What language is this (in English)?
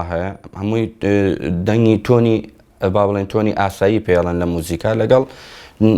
Central Kurdish